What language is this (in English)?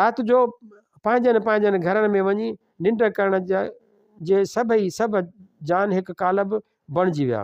Sindhi